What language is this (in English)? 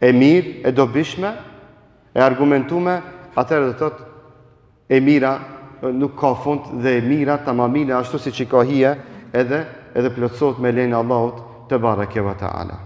Albanian